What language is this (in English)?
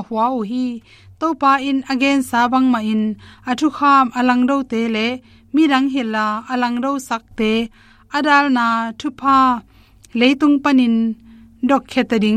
Tedim Chin